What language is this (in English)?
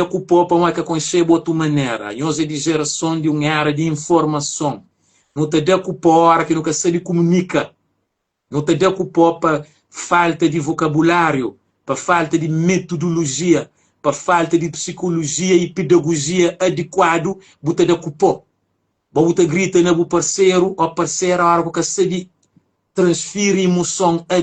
Kabuverdianu